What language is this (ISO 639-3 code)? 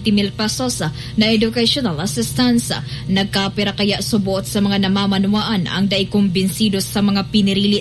bik